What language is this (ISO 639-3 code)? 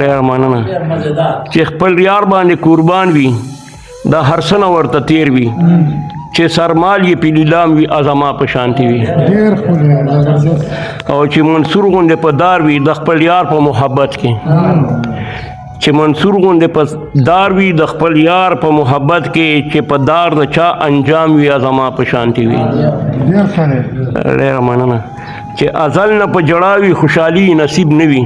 pus